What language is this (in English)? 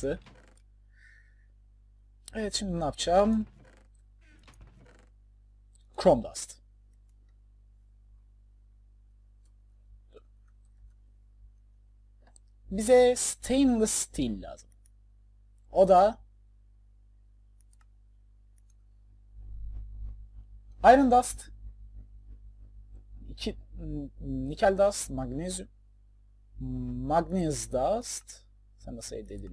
Turkish